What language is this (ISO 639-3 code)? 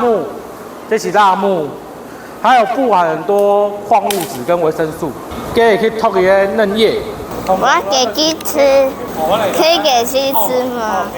nan